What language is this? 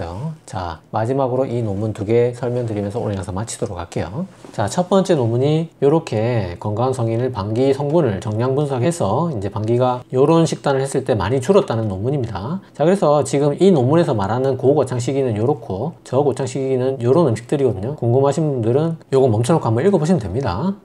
Korean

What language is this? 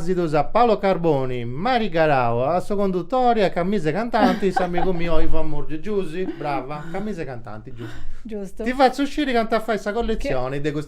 Sardinian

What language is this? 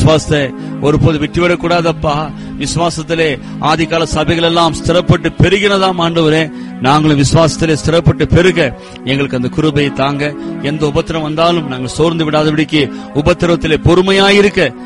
Tamil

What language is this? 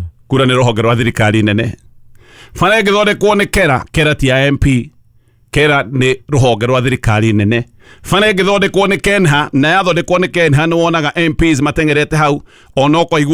Kikuyu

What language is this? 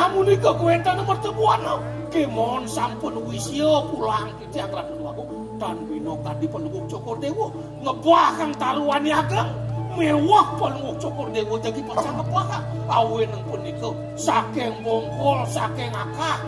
Balinese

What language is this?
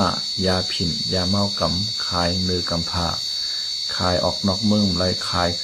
Shan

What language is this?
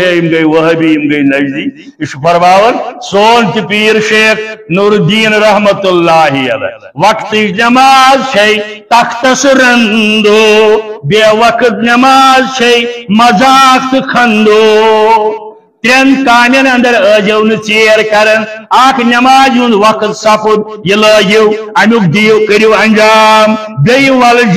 Kashmiri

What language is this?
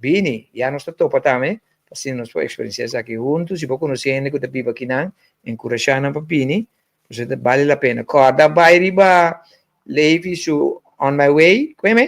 Papiamento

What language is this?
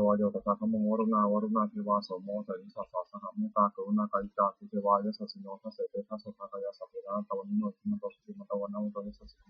Pali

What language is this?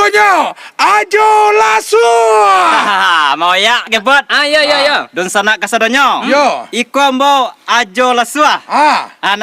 Minangkabau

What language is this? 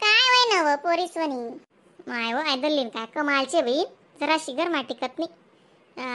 Khandesi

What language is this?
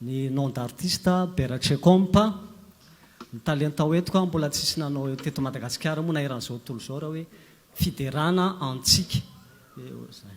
Malagasy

